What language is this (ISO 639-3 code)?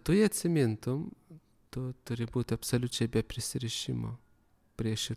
lit